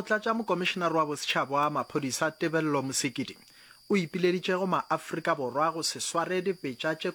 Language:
Northern Sotho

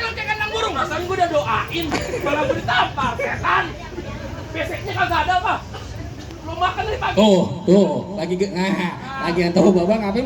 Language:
Betawi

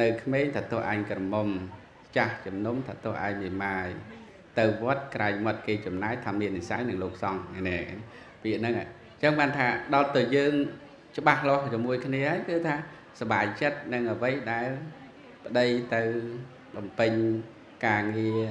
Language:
Khmer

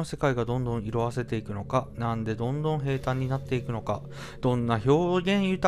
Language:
Japanese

